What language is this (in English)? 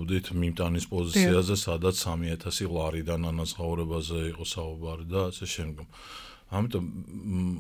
Georgian